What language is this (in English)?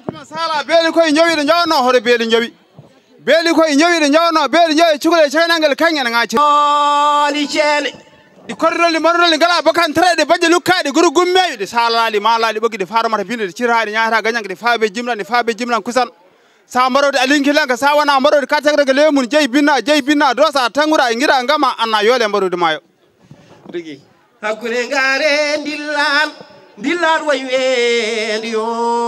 Fula